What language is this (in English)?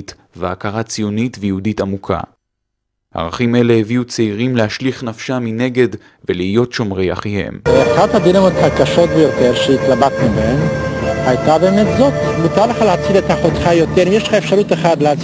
Hebrew